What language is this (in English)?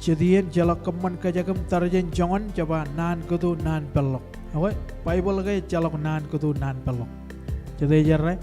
Marshallese